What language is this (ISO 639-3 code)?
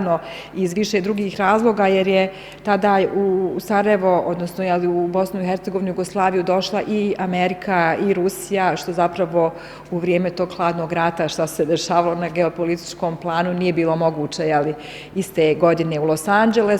bos